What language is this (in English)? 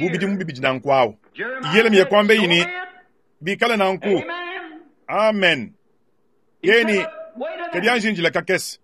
Luba-Lulua